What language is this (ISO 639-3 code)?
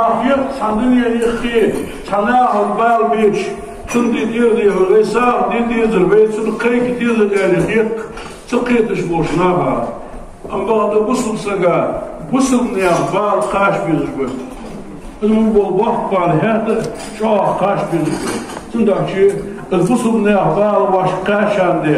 inh